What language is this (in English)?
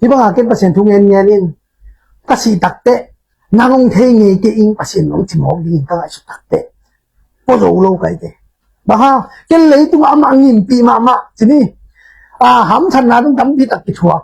Tedim Chin